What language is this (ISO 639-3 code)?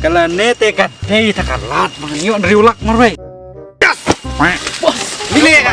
kha